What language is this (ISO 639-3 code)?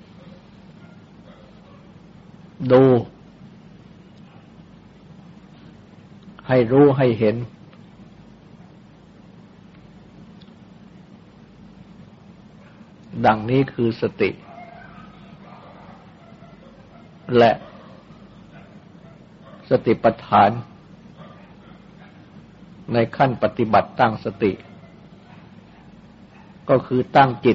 tha